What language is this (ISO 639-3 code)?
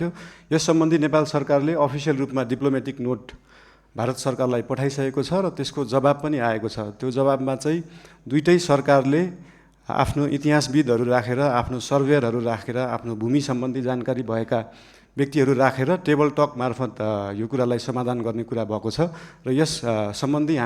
nep